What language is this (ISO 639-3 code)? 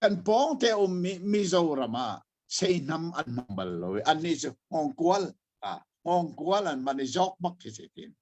cnh